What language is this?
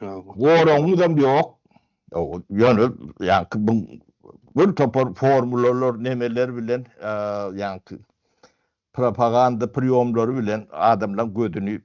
Turkmen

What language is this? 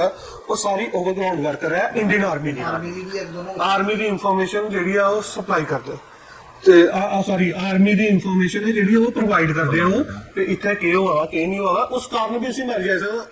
Dogri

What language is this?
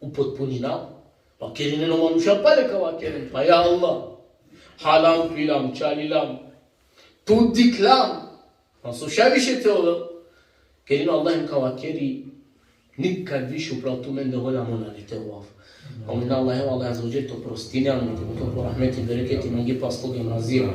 Balkan Romani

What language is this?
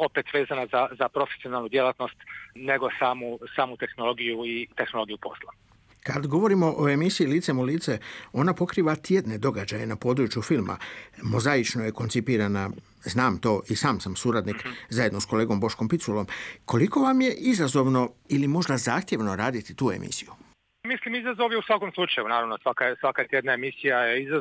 Croatian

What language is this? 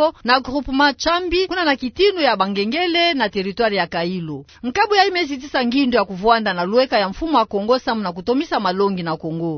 Kituba (Democratic Republic of Congo)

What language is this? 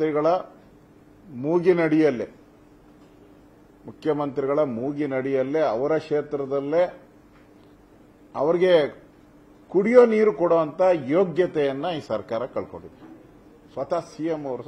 Kannada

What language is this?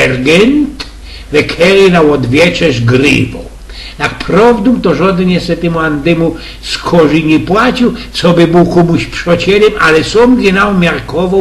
Silesian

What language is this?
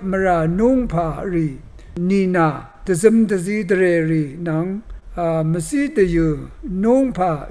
Rawang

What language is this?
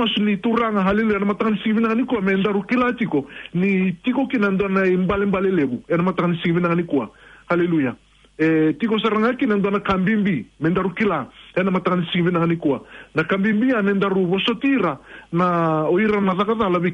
Fijian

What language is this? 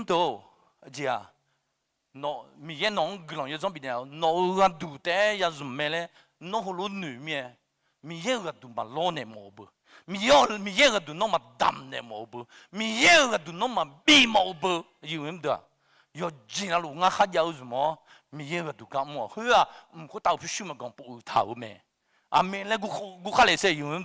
Akha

